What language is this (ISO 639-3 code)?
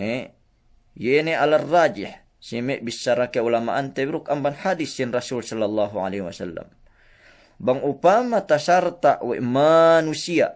yka